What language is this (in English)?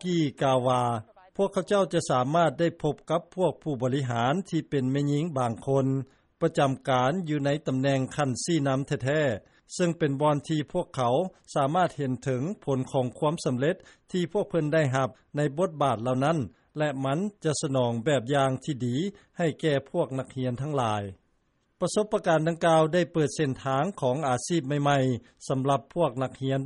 Lao